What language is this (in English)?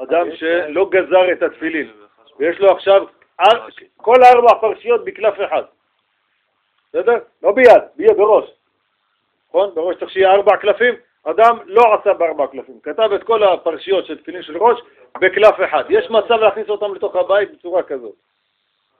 Hebrew